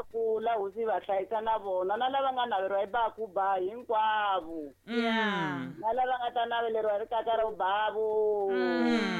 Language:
Tsonga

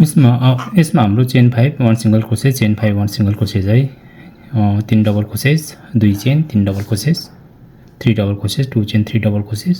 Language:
Nepali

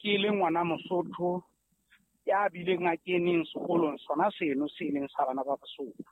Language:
Southern Sotho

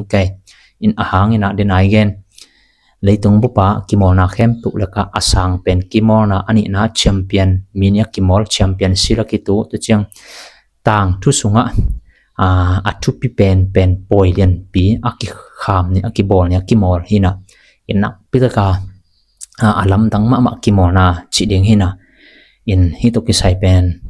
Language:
Tedim Chin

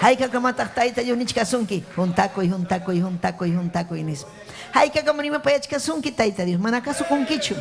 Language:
Ayacucho Quechua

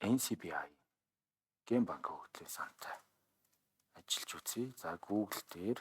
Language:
Mongolian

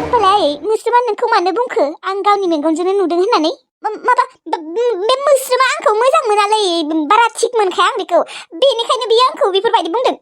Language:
Bodo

